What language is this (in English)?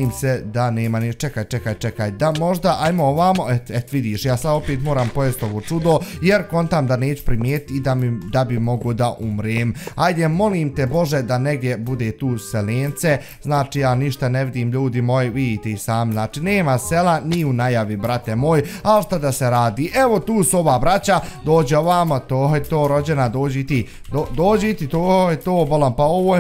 Bosnian